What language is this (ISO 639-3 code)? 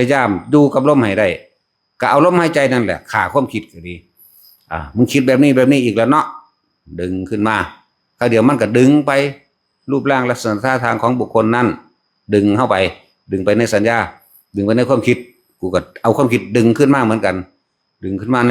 tts